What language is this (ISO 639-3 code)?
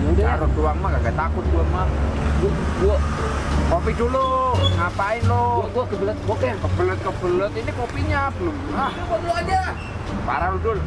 bew